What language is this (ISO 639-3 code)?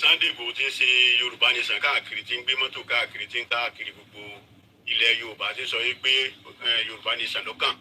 yor